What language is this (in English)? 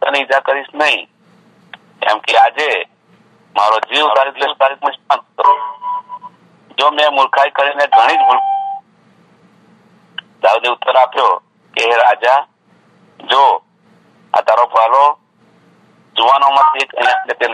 Gujarati